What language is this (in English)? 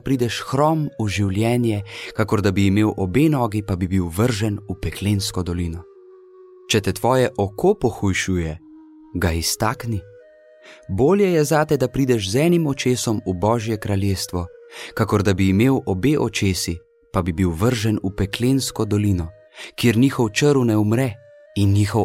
Slovenian